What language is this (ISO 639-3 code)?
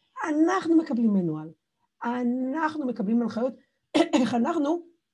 heb